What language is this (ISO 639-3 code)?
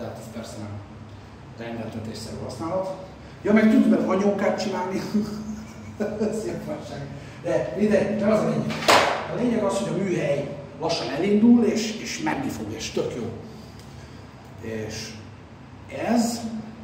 hun